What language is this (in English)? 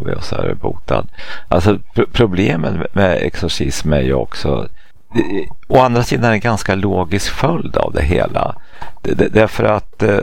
Swedish